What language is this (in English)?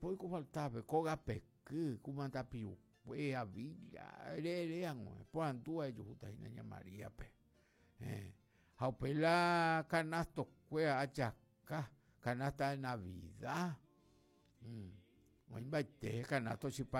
Guarani